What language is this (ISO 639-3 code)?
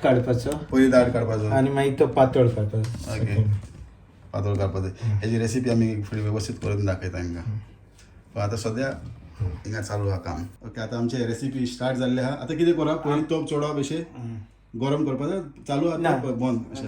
kok